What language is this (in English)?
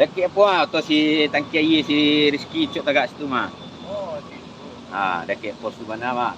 Minangkabau